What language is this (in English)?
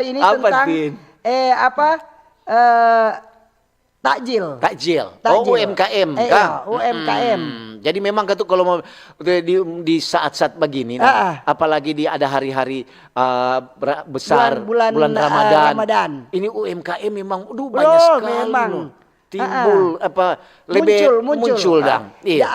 Manado Malay